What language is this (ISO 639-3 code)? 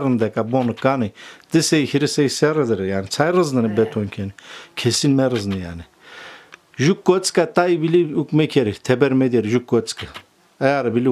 zza